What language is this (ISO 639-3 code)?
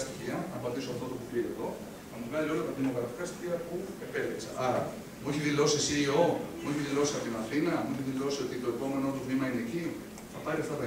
ell